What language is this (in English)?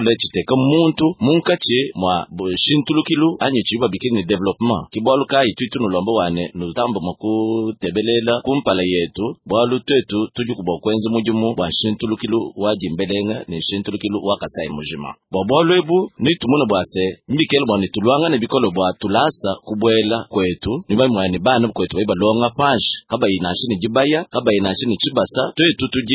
Luba-Lulua